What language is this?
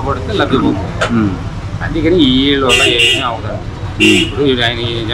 Telugu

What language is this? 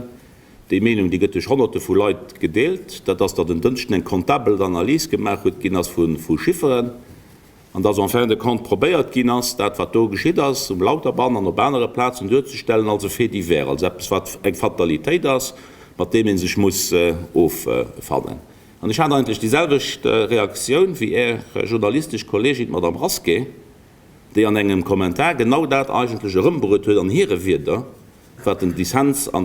Luxembourgish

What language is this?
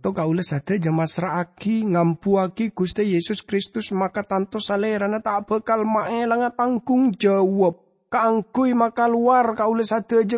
Madurese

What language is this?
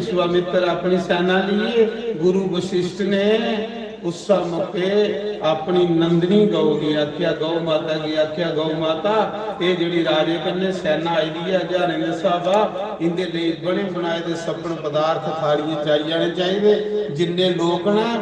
Dogri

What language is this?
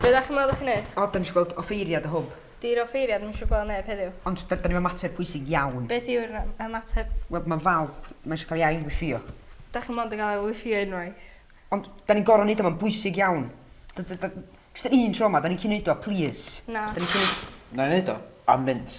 Welsh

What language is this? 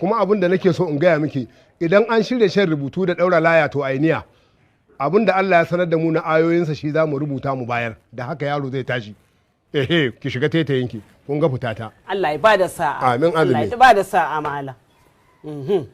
Hausa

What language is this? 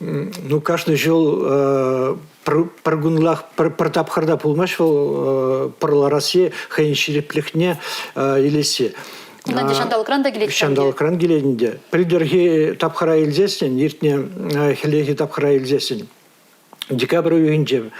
Chuvash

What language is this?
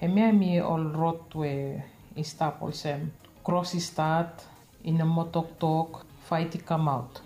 Bislama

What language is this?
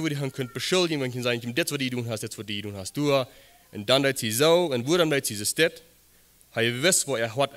Plautdietsch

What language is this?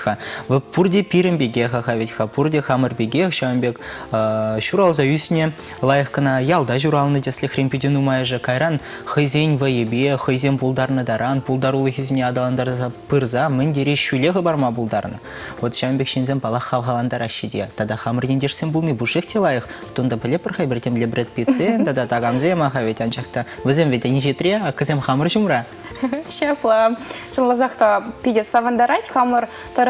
Chuvash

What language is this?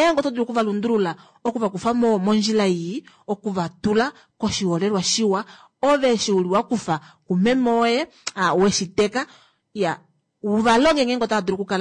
Kuanyama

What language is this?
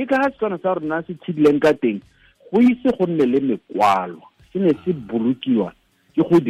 Tswana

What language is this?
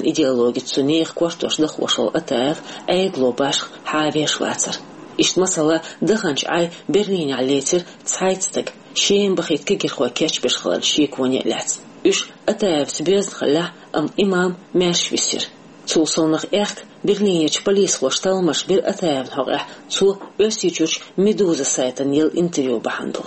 Chechen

